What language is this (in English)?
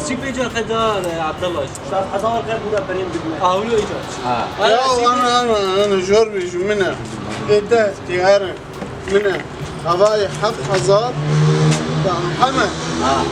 Kurdish